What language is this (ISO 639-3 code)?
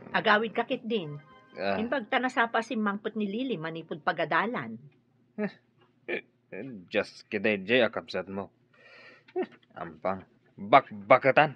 ilo